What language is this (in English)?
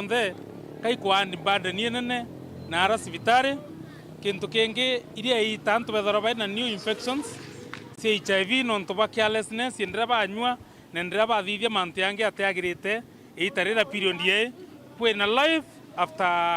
Meru